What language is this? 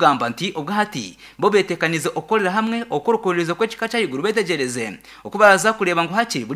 Nyankole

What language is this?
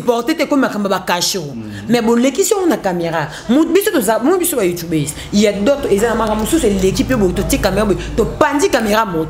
Lingala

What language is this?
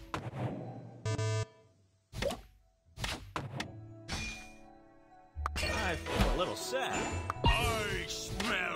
English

